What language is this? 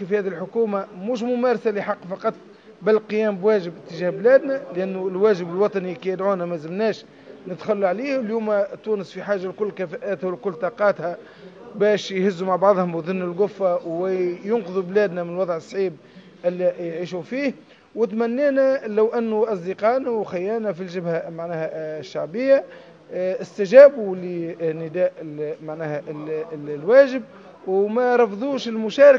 Tunisian Arabic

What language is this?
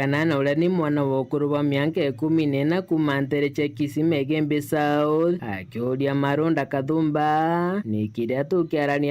Meru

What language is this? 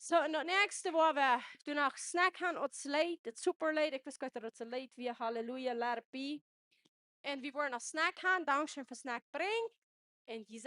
Plautdietsch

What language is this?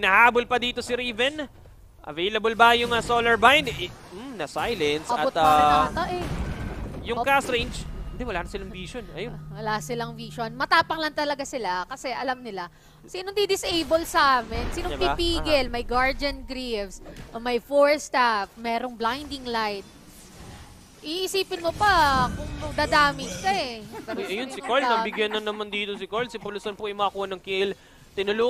Filipino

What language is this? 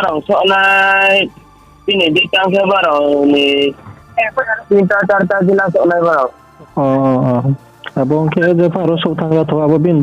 Riang (India)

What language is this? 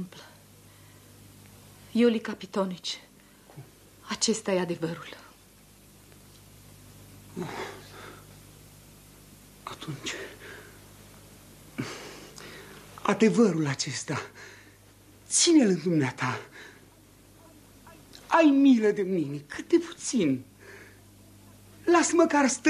Romanian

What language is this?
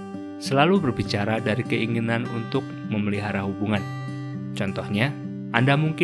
Indonesian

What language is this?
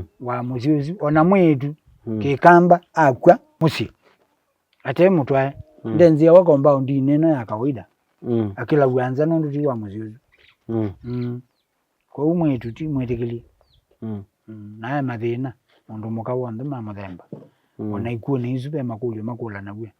Kamba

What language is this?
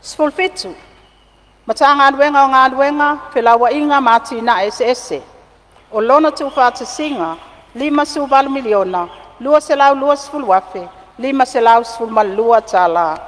Samoan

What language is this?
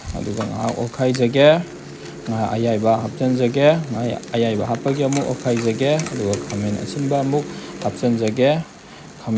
Manipuri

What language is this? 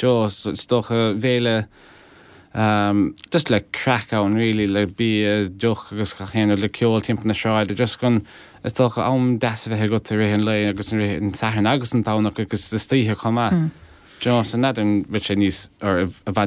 Irish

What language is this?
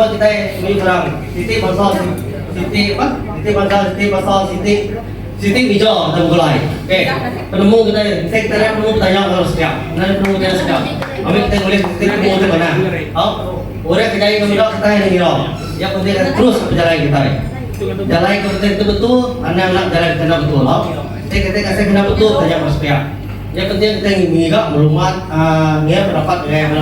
Iban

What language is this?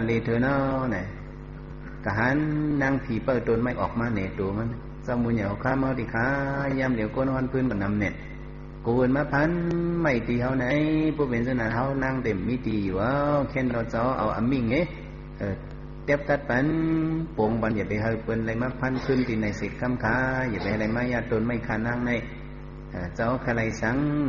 Shan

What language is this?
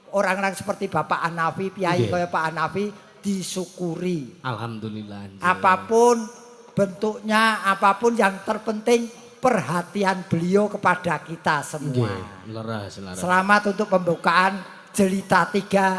Javanese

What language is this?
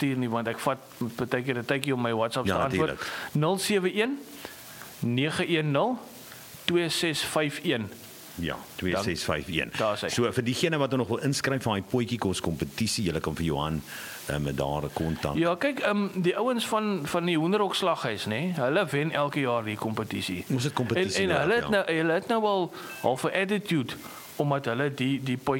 Afrikaans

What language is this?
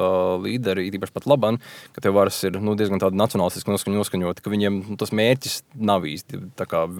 Latvian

